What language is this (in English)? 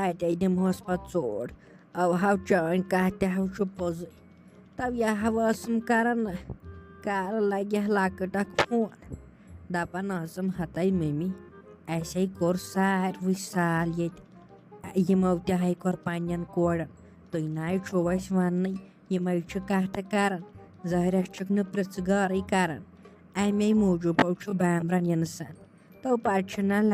Kashmiri